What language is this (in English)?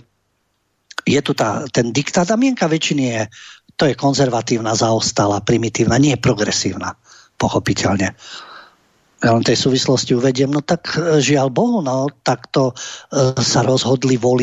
Slovak